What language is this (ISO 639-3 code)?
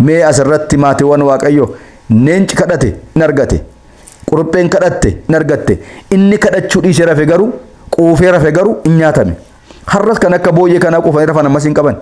orm